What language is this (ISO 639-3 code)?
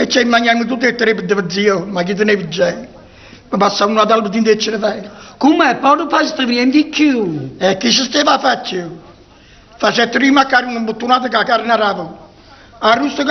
nap